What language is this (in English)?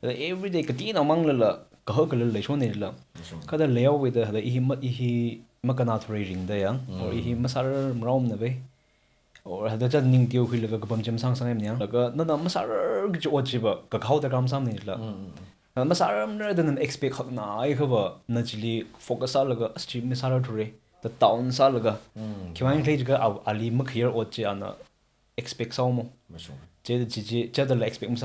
Tangkhul Naga (India)